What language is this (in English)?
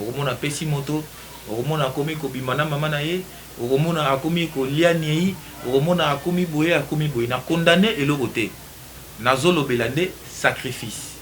Lingala